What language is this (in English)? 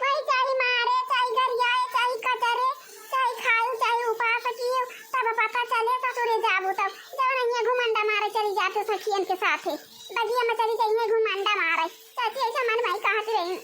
Awadhi